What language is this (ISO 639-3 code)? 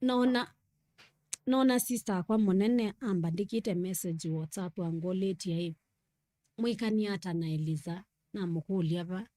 kam